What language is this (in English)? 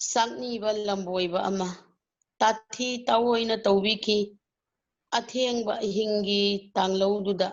Manipuri